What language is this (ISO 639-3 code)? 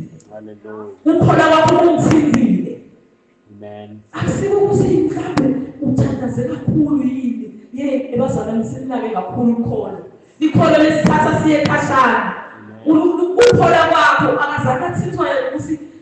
ssw